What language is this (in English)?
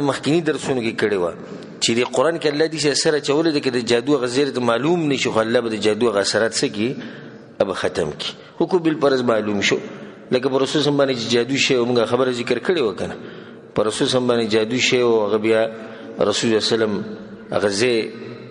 Pashto